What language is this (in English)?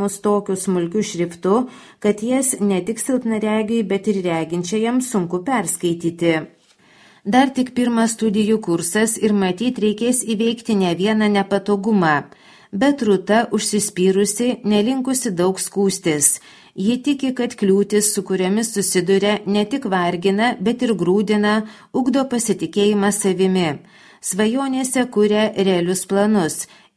Lithuanian